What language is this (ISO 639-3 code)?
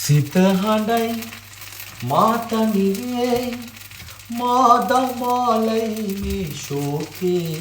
sin